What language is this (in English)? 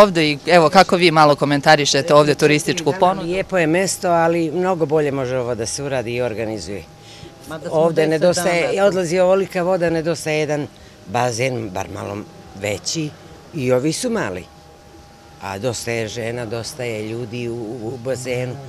Serbian